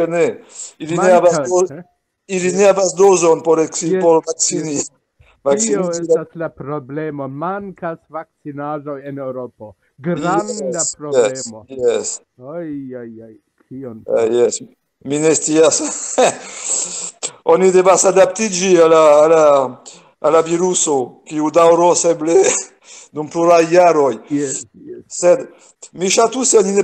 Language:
Esperanto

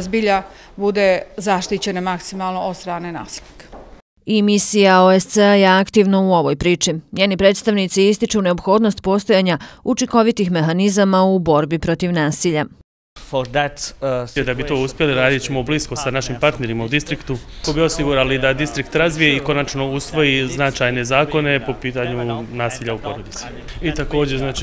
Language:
Bosnian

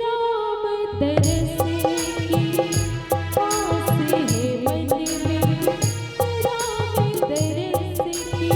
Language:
Chhattisgarhi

